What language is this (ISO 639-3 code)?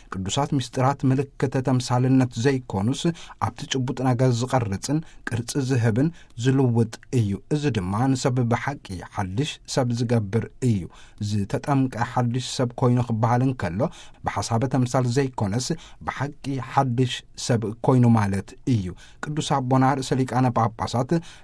tir